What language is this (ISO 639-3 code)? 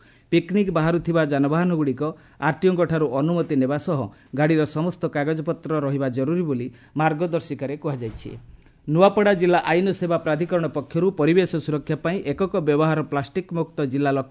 ori